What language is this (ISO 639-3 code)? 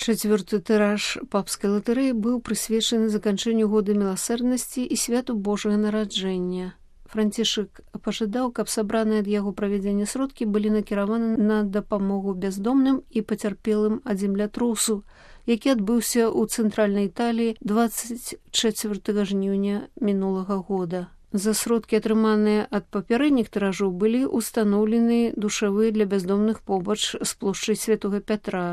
bel